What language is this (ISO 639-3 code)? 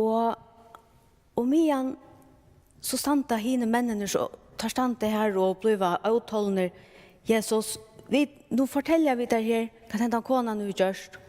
fao